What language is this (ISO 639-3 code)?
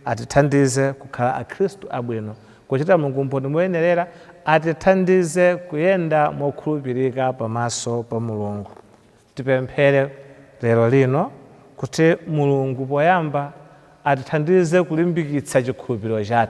nya